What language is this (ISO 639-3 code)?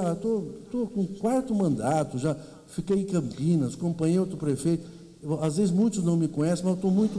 por